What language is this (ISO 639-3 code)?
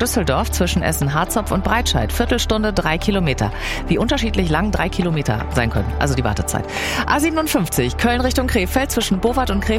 deu